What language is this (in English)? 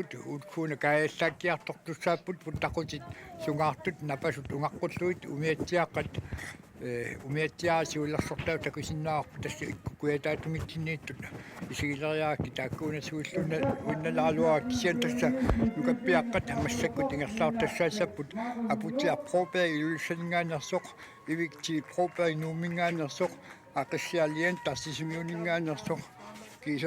Kalaallisut